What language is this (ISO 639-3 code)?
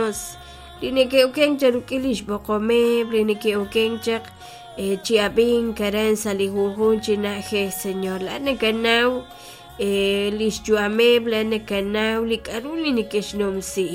kek